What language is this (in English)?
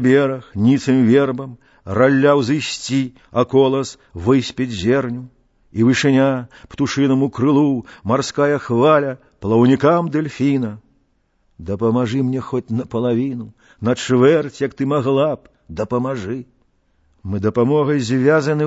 Belarusian